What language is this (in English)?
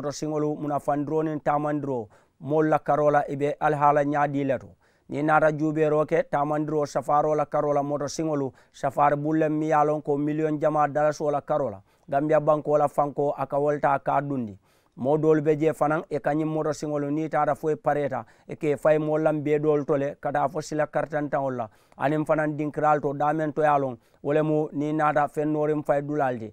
Mandingo